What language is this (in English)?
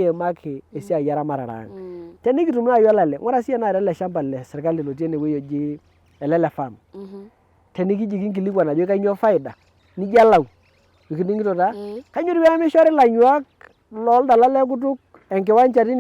Masai